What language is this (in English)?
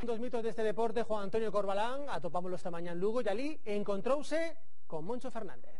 Galician